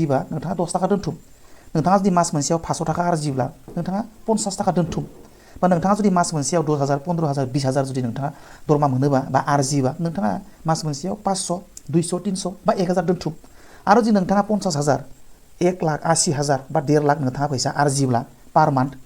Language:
Bodo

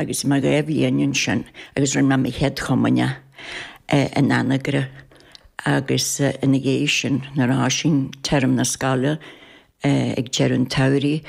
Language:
Irish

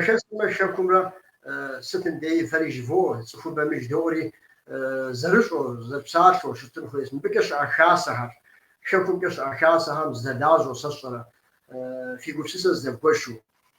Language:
Kabardian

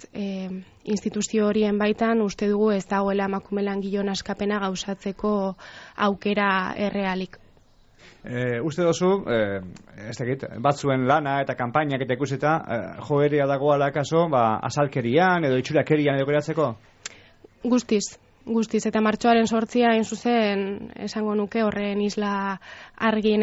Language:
Basque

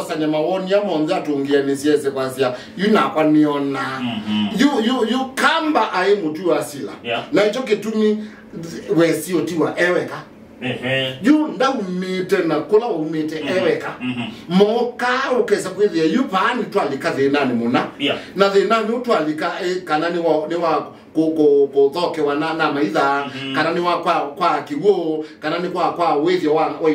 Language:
Kamba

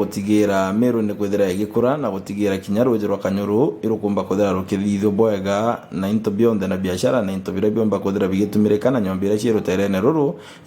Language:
Meru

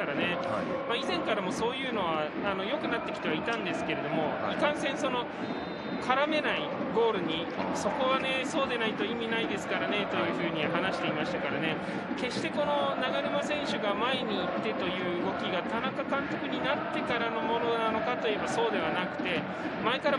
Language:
Japanese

